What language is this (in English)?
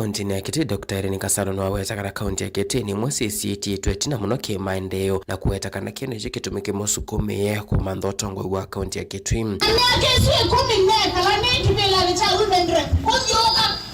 Kamba